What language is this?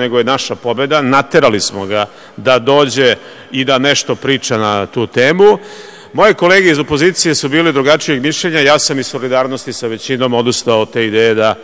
Serbian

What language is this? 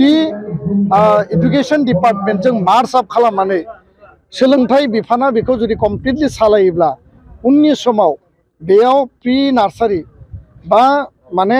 Bodo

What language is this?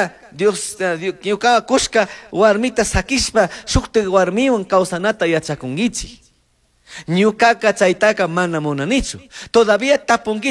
Chimborazo Highland Quichua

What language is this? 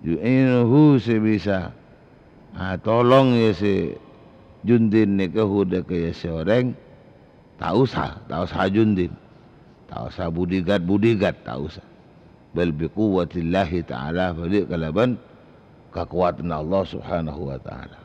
Madurese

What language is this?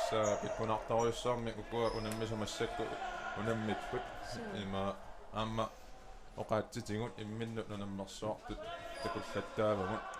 Kalaallisut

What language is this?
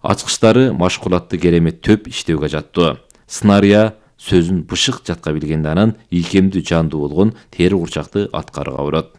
Kyrgyz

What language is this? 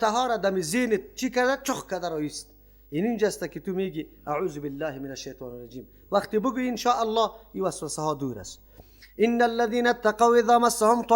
Persian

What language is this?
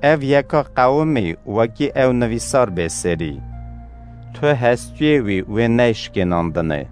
Kurdish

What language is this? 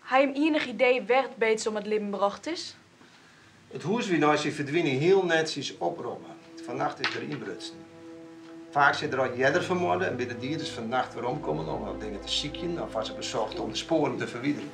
Western Frisian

